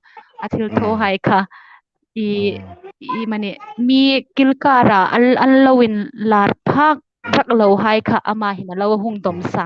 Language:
Hmar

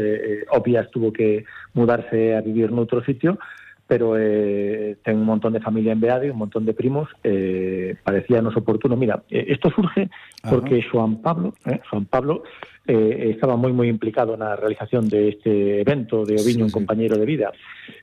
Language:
Galician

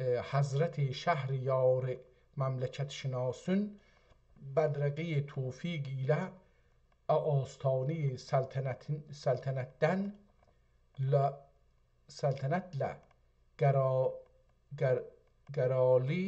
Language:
South Azerbaijani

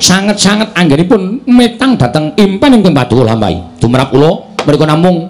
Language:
Javanese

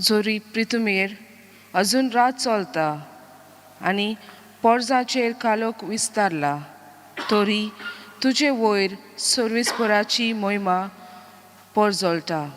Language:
Konkani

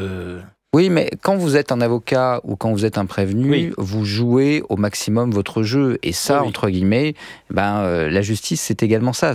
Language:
French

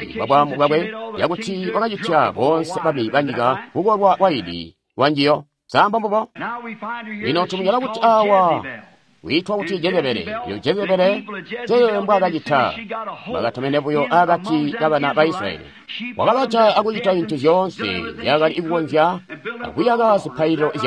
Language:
Tonga (Zambia)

